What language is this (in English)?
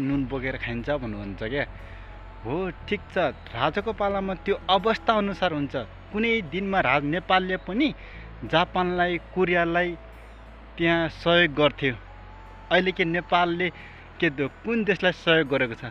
Nepali